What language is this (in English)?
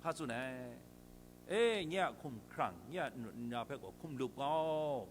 Kachin